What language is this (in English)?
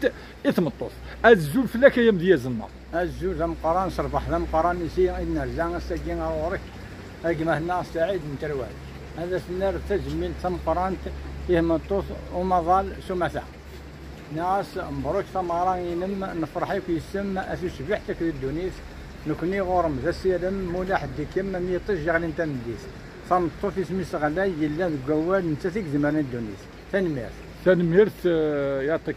Kabyle